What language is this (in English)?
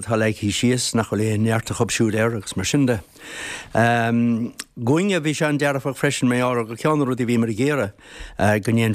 Irish